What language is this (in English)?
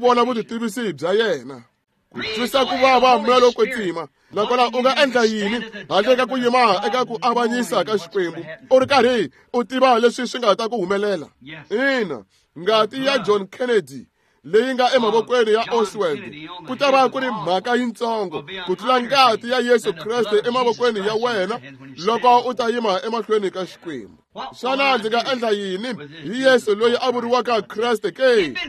Tsonga